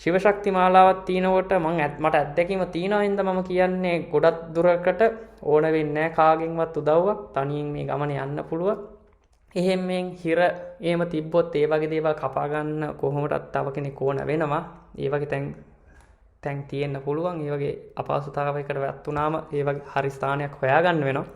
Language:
Sinhala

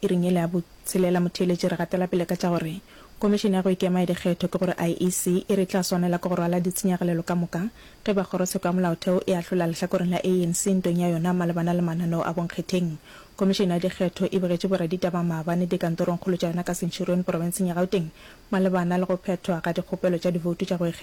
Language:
Northern Sotho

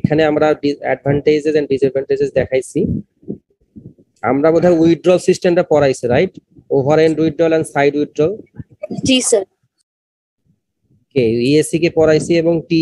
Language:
Bangla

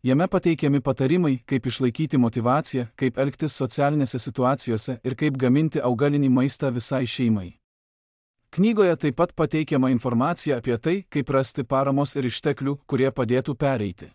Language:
Lithuanian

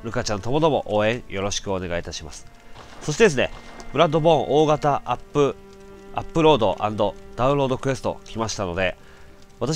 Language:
Japanese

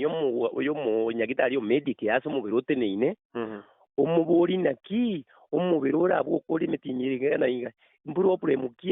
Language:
Gusii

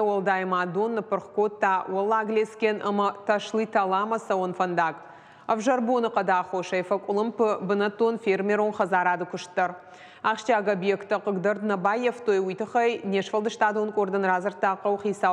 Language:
Ossetic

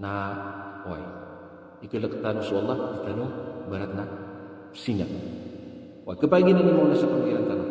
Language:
Maranao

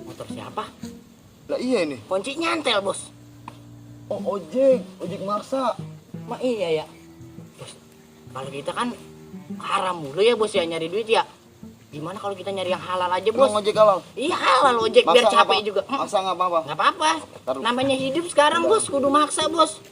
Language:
Betawi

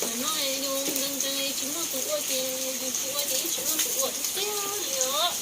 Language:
Hmong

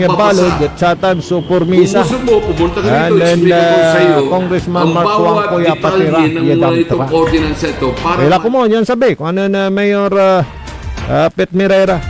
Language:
Pangasinan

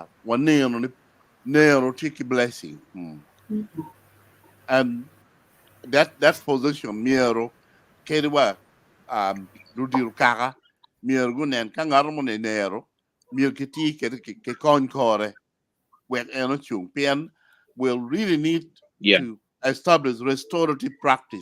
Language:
Acoli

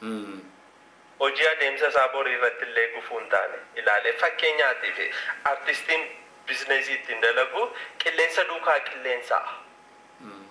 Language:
Oromo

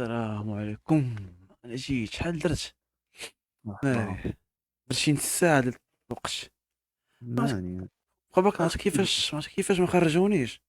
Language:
Moroccan Arabic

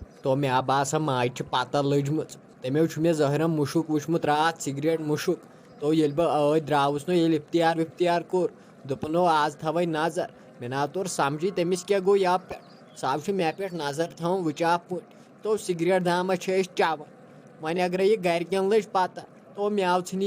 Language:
Kashmiri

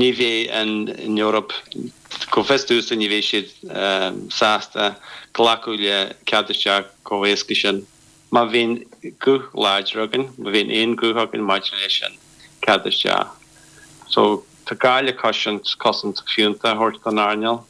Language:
Irish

